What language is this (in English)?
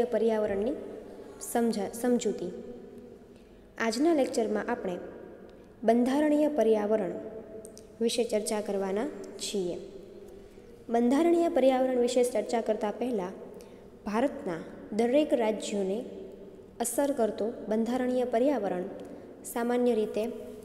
Gujarati